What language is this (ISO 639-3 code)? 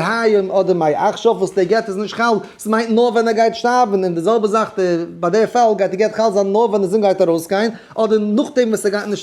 yid